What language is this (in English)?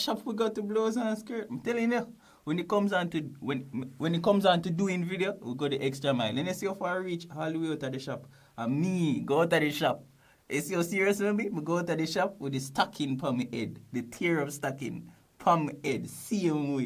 Jamaican Creole English